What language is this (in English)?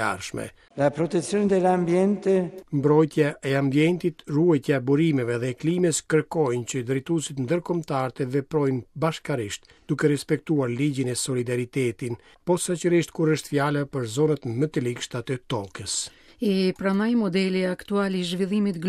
Albanian